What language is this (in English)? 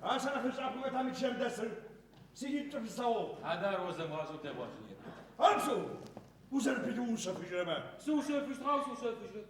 Adyghe